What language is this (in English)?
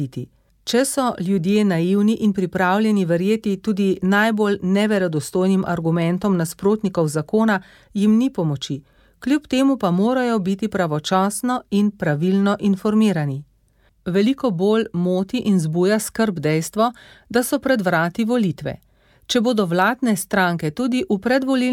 Slovenian